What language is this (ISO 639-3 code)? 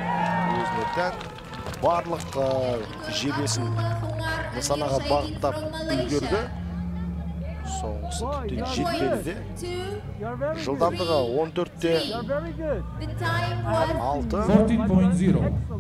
kaz